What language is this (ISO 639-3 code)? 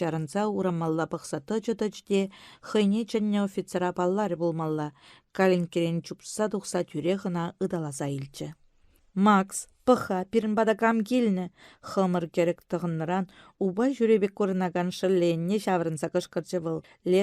chv